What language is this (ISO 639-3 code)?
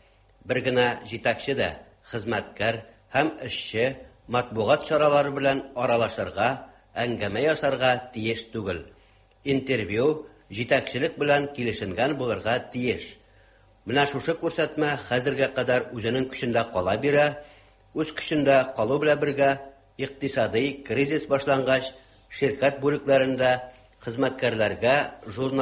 tat